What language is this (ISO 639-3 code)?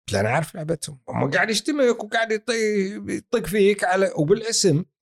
afb